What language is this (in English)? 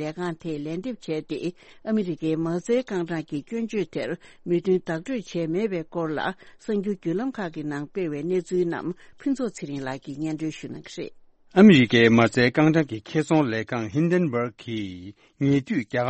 Tibetan